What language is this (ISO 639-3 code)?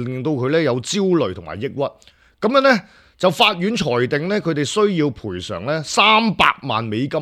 yue